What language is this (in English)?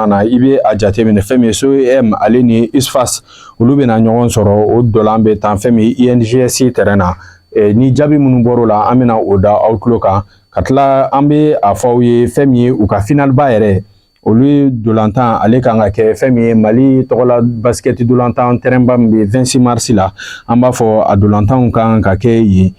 Bambara